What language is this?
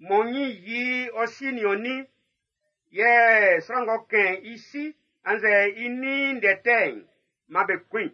Baoulé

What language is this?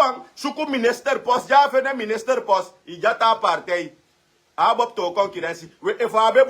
Sranan Tongo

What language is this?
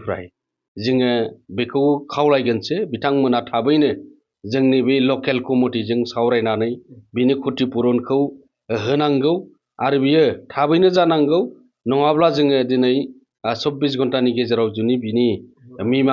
Bodo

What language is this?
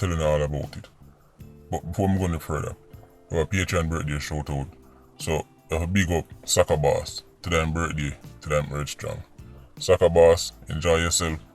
Jamaican Creole English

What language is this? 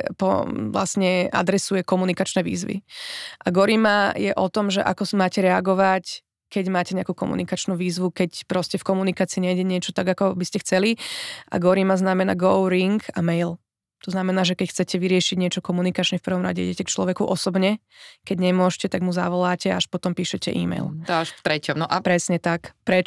Slovak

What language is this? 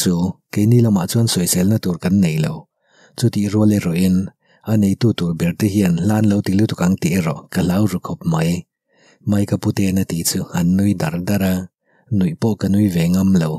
Mizo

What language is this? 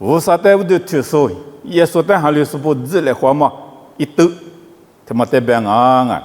Lisu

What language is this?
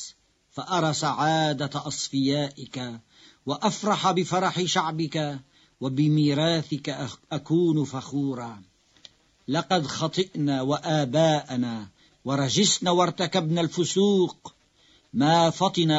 Arabic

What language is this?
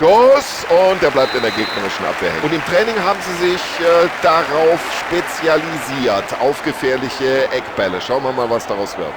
Bavarian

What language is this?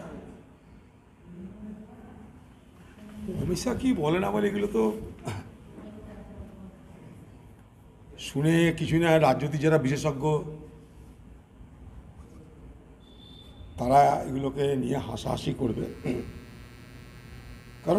Bangla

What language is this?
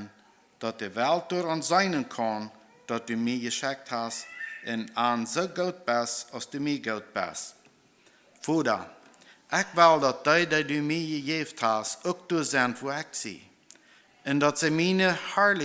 Plautdietsch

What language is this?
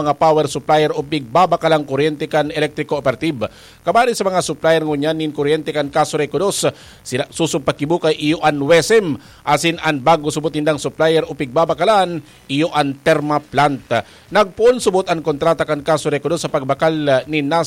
Bikol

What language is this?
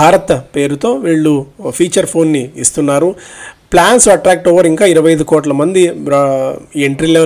Telugu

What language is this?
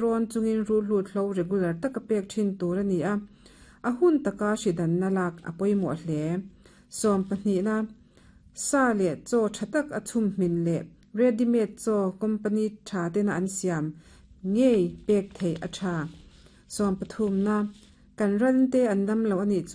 Mizo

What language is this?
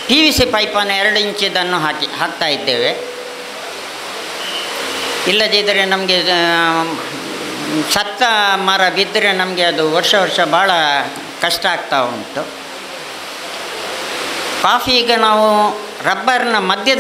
Kannada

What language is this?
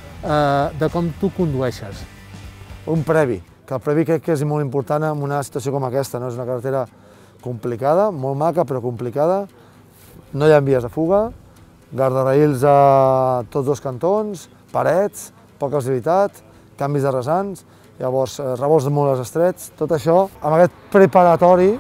Catalan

